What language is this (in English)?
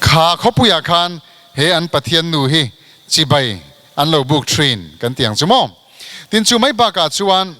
Mizo